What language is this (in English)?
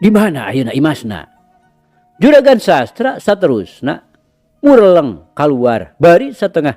Sundanese